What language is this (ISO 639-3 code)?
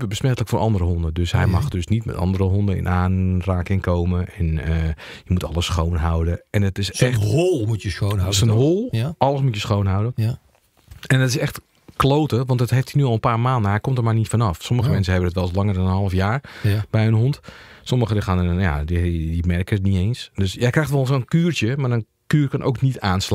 nld